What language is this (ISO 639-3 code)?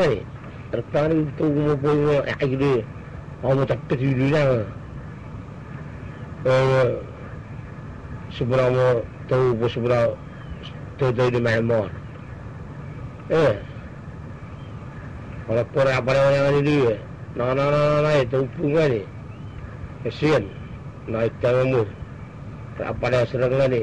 msa